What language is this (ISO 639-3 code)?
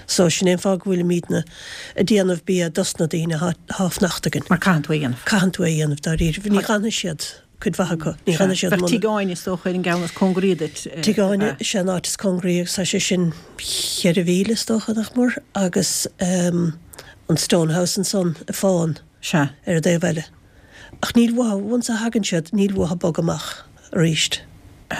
gle